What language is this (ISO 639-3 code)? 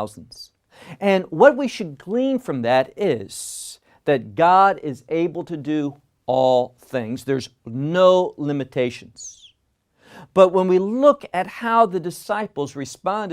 eng